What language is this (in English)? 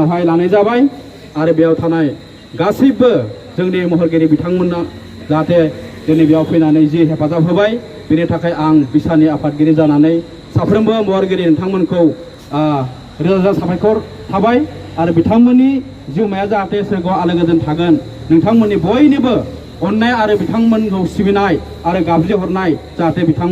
Bodo